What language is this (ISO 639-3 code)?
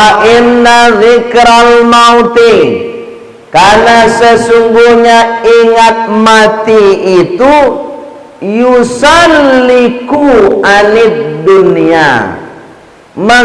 min